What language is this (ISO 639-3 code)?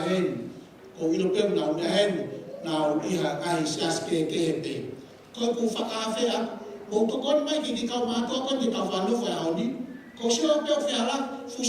ton